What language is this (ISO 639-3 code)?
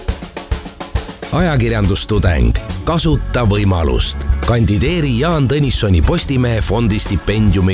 est